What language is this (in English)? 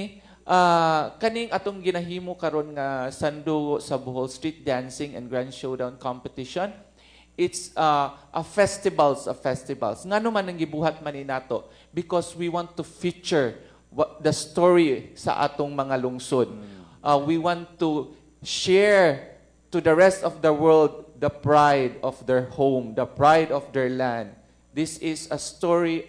Cebuano